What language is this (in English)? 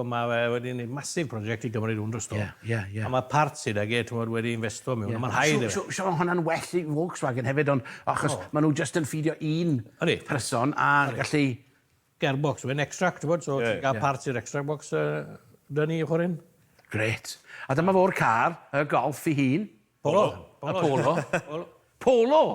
Welsh